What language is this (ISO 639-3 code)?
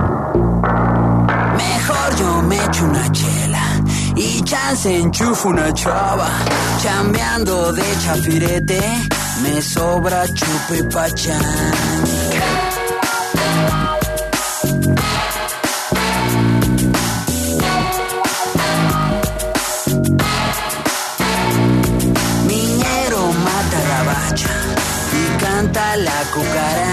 spa